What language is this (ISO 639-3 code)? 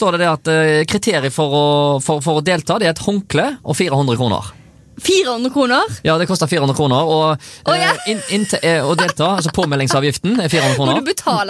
nor